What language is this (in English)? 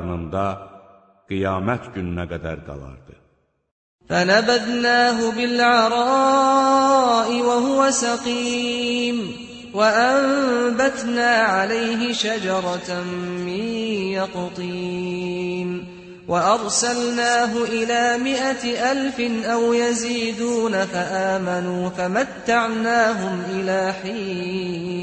Azerbaijani